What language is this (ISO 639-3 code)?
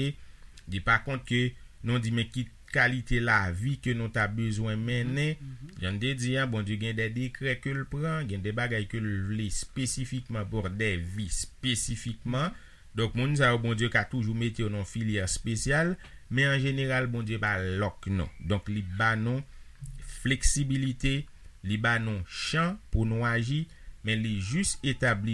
hat